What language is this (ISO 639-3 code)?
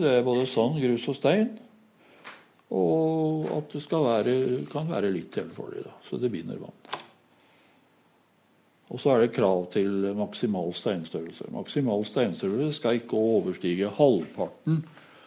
nor